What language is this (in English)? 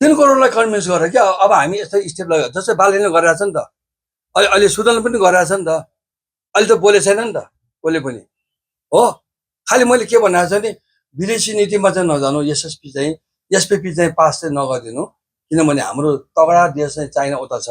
Nepali